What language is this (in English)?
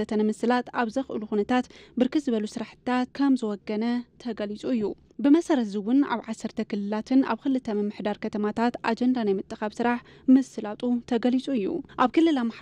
Tigrinya